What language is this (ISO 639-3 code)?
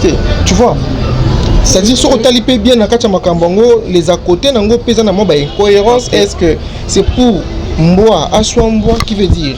lin